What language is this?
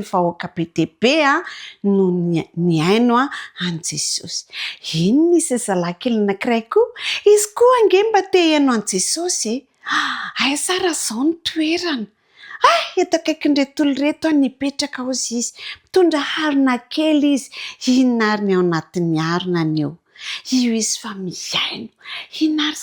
Malagasy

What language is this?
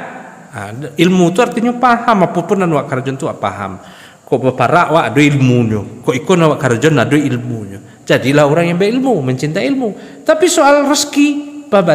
Minangkabau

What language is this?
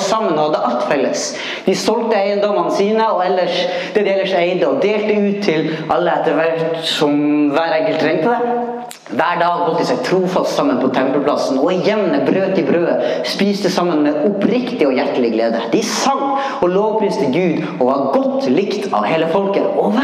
Norwegian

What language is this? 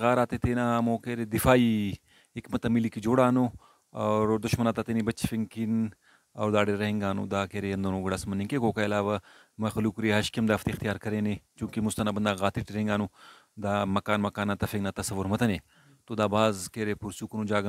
Brahui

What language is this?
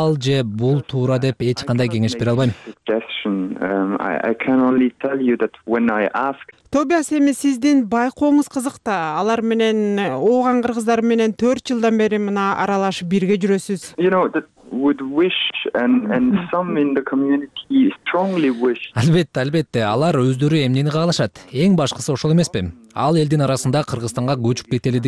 Kyrgyz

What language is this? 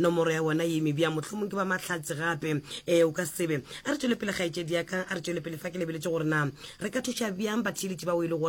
Northern Sotho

